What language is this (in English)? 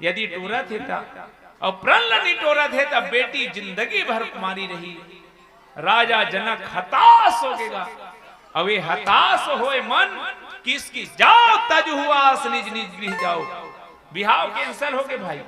Chhattisgarhi